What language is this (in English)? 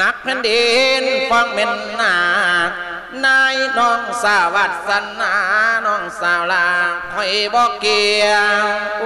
Lao